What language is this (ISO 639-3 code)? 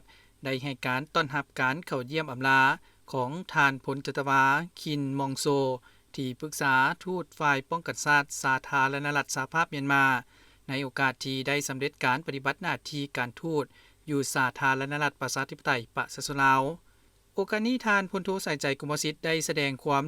lao